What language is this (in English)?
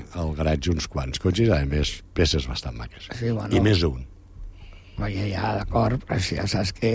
Catalan